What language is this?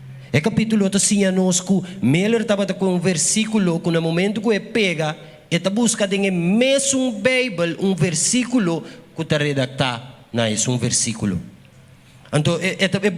Papiamento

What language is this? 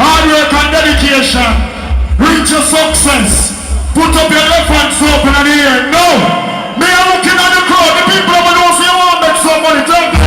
Jamaican Creole English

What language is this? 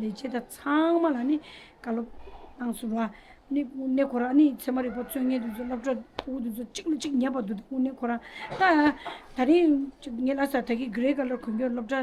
Tibetan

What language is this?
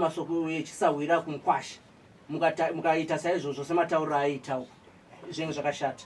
Shona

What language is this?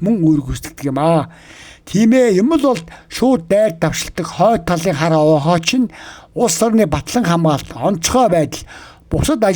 Mongolian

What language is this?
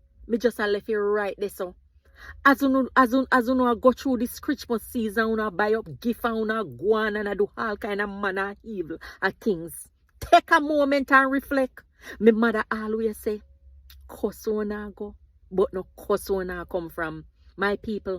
Jamaican Creole English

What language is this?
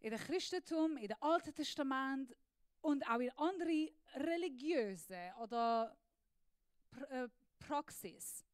Swiss German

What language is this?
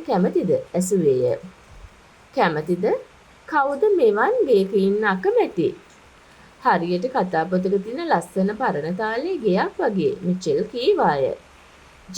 Sinhala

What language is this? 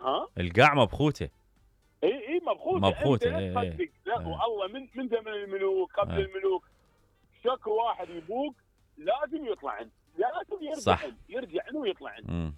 Mesopotamian Arabic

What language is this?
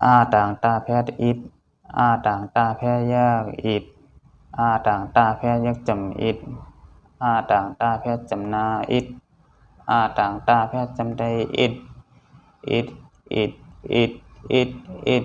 Shan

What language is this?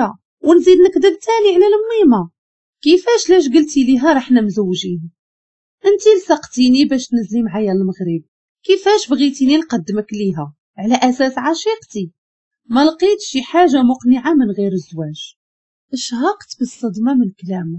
Moroccan Arabic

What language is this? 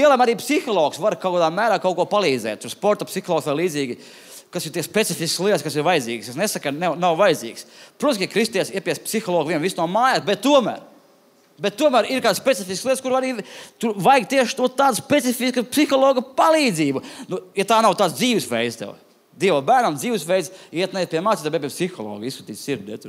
Latvian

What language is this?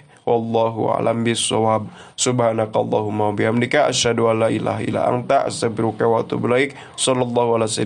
Sundanese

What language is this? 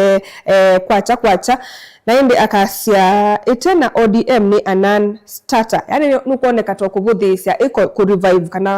Kamba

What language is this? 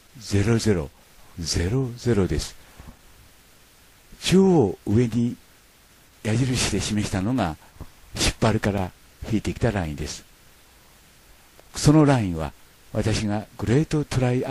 Japanese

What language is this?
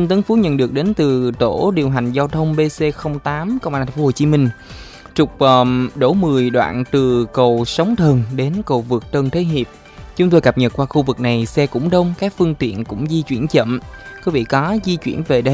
Vietnamese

